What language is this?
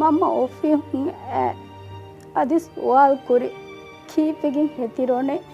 Divehi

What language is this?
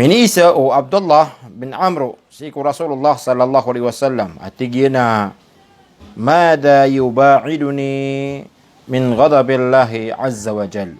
Maranao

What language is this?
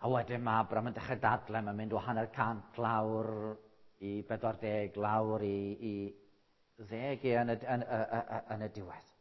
Welsh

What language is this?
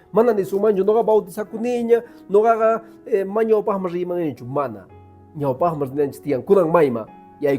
Quechua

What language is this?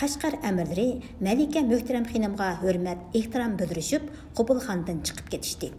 Uyghur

